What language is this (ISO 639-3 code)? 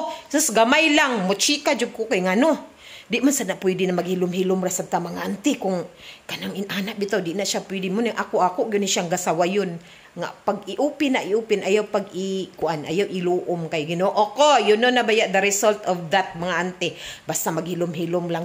ceb